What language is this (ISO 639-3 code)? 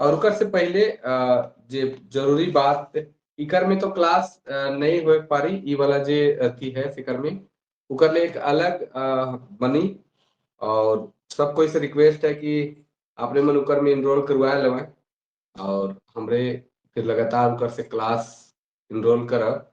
sck